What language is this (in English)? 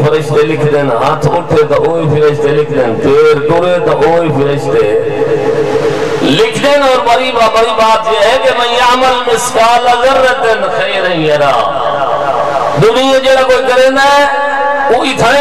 Urdu